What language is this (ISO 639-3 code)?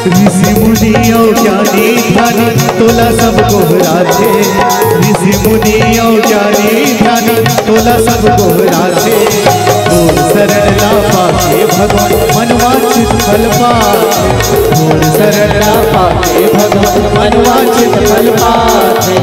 hne